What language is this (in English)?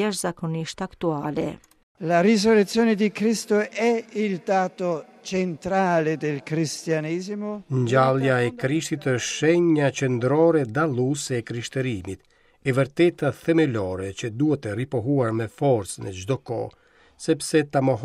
Albanian